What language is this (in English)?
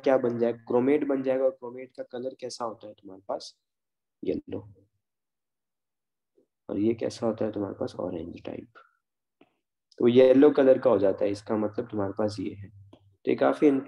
Hindi